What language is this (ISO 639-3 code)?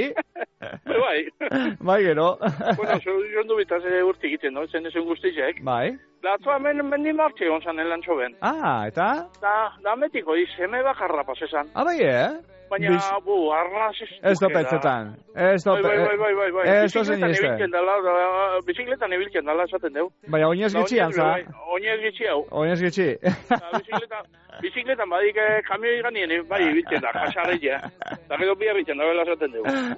eus